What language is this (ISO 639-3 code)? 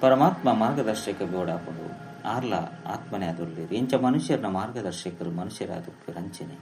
tcy